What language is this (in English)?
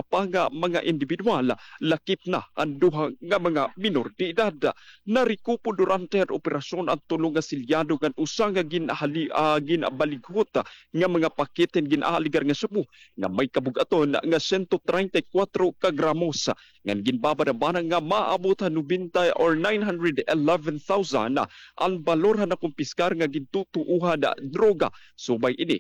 Waray